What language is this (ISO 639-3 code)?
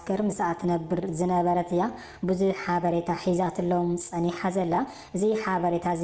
tir